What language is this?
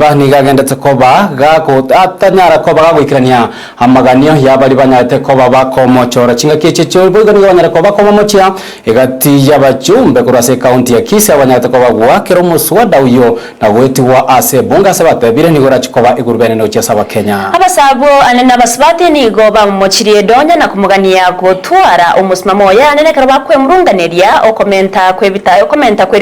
Gusii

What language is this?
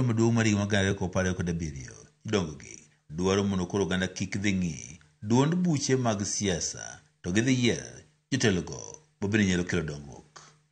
Luo (Kenya and Tanzania)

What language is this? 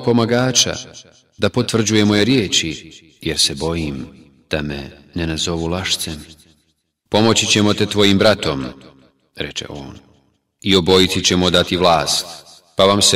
Bosnian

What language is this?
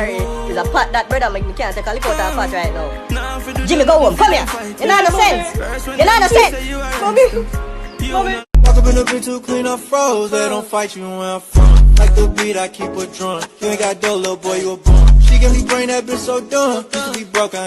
Jamaican Creole English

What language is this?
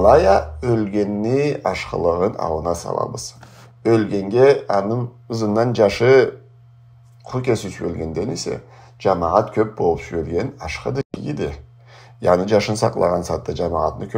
Karachay-Balkar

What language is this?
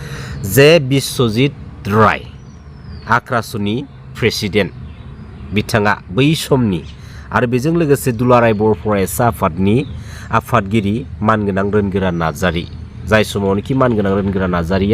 Bodo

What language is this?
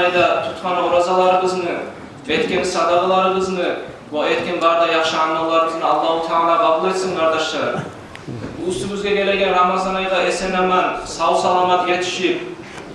Kumyk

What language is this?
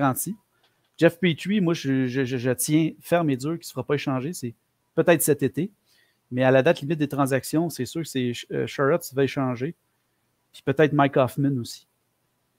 French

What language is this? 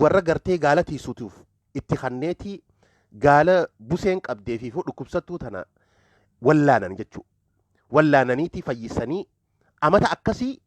Oromo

